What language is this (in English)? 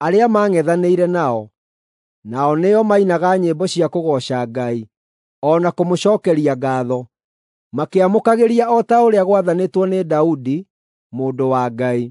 Kikuyu